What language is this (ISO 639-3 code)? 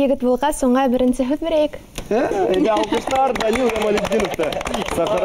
bak